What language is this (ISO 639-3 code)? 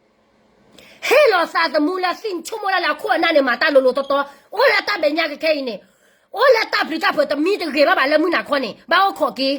ksw